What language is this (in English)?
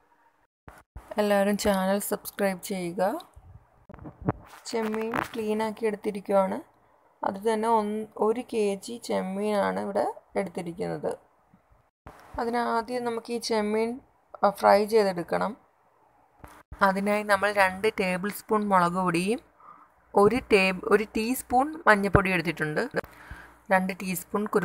Malayalam